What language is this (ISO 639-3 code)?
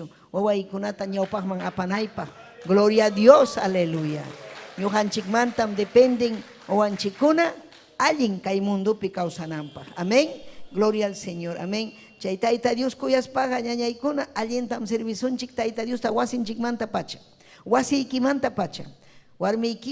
quy